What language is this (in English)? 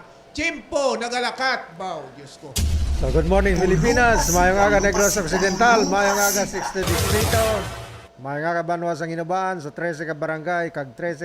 Hiligaynon